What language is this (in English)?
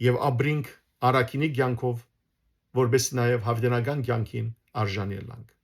Western Armenian